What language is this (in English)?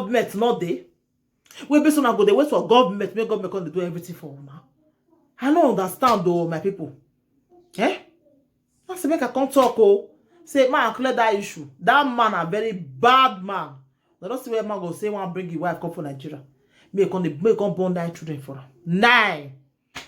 Nigerian Pidgin